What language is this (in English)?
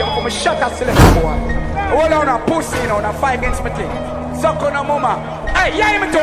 Jamaican Creole English